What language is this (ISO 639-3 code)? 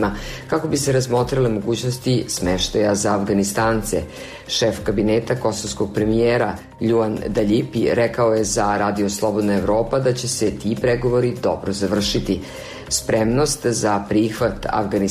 srp